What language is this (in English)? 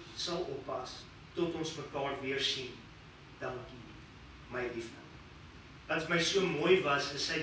Afrikaans